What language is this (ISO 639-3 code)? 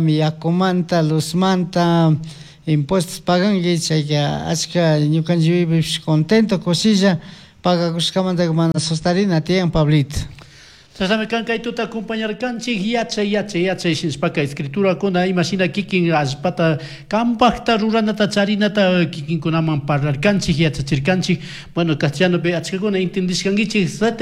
qug